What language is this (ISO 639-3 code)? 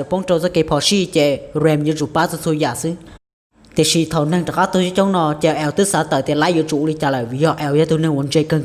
hmn